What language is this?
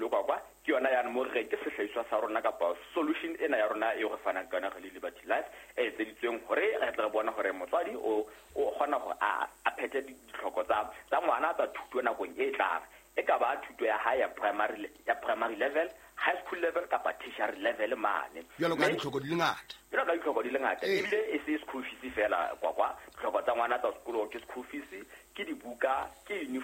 Southern Sotho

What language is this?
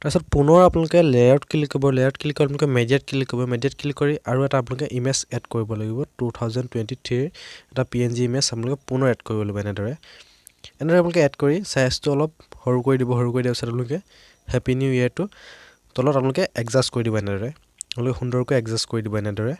Assamese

